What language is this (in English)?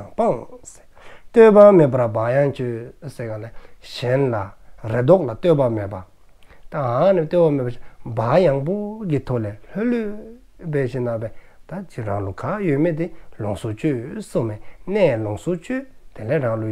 Dzongkha